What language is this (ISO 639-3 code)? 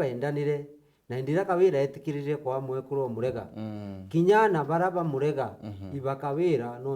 mer